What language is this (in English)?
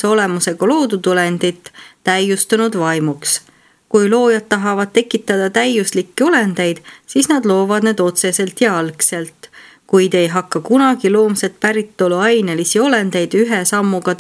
Estonian